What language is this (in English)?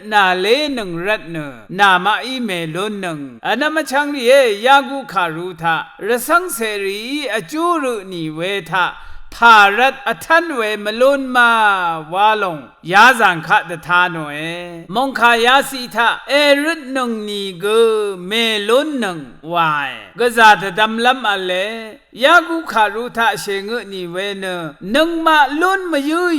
Rawang